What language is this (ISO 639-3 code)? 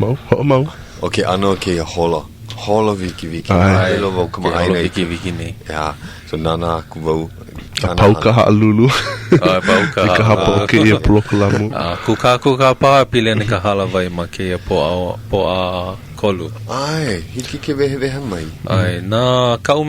haw